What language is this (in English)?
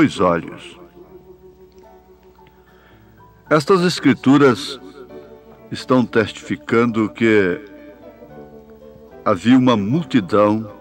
Portuguese